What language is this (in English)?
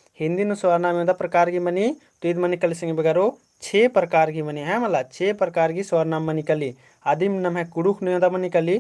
Kurukh